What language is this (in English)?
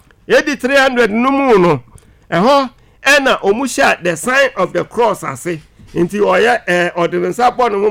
Akan